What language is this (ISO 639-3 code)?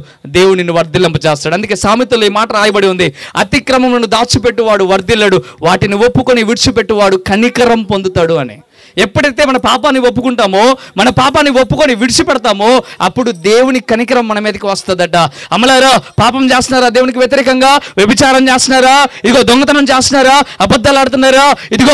tel